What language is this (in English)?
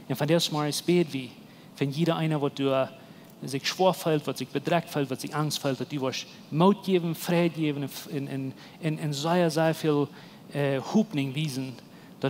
Plautdietsch